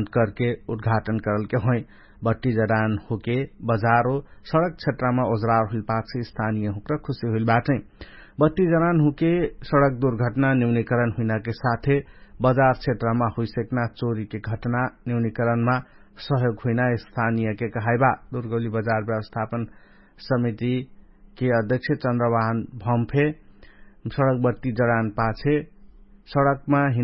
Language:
Dangaura Tharu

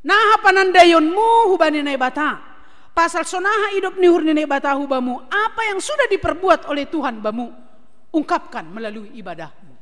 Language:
Batak Simalungun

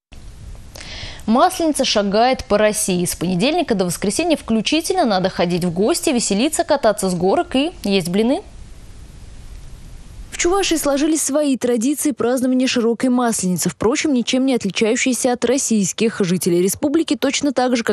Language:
Russian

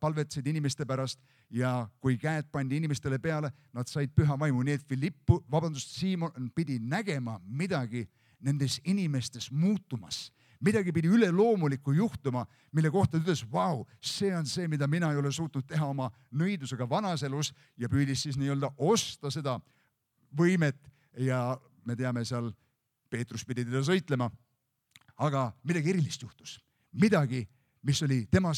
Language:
Estonian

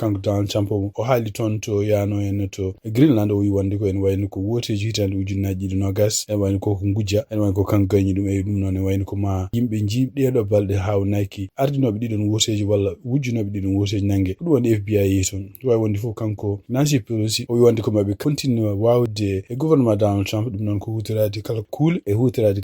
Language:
Fula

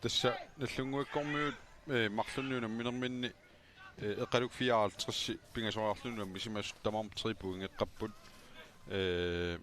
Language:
Kalaallisut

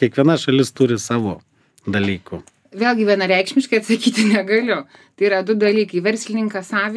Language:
Lithuanian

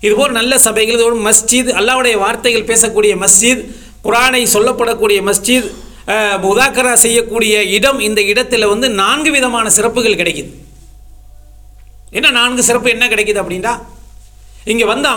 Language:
Tamil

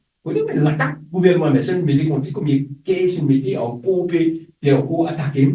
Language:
Morisyen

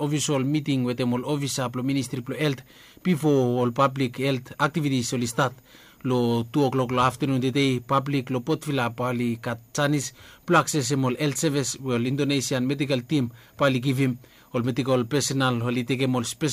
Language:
Bislama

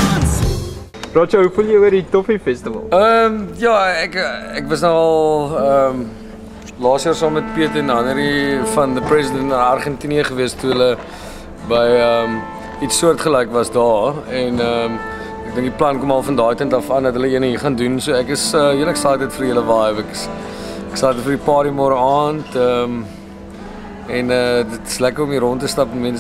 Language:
Afrikaans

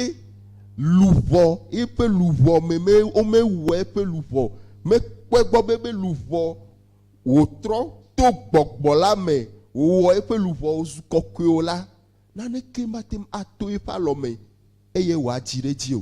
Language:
Ewe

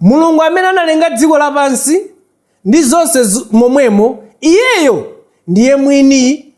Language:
Nyanja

